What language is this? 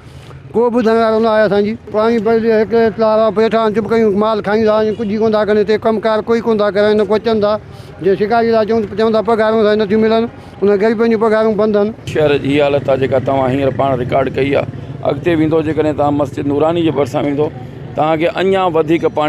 Sindhi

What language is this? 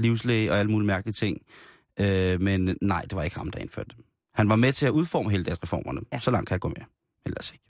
Danish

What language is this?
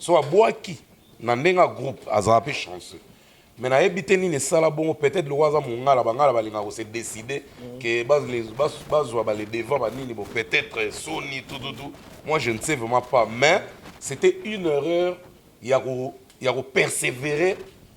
Lingala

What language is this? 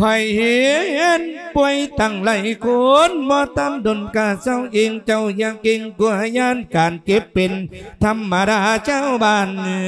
Lao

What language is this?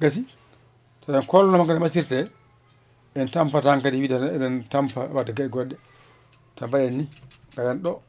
Fula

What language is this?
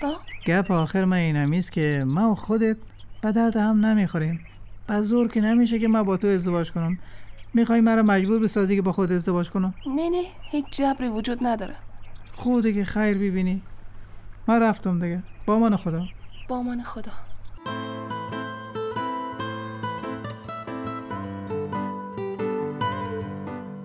Persian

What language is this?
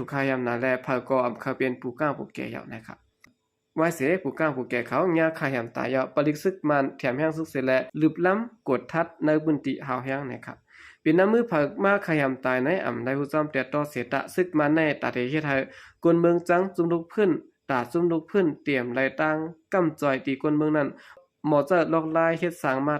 Shan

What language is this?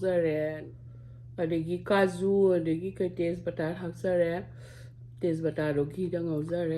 Manipuri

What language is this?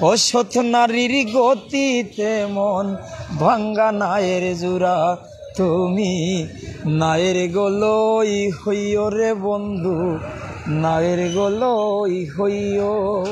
Sylheti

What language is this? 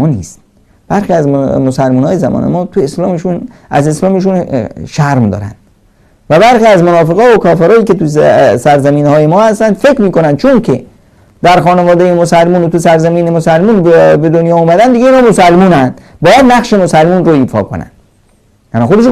Persian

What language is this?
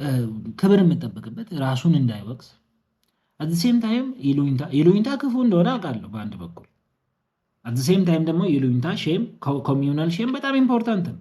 Amharic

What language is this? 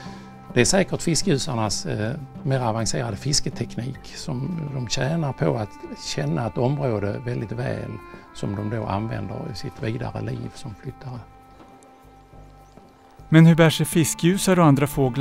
Swedish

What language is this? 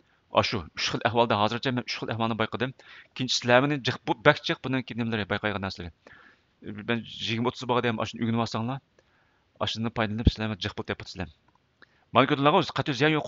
Uyghur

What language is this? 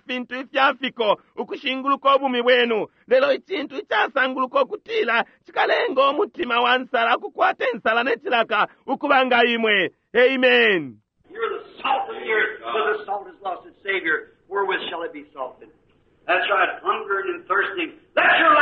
Bemba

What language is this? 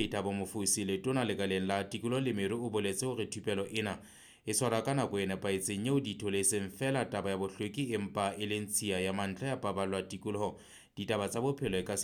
Southern Sotho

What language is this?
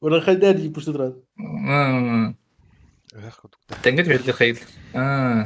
Yakut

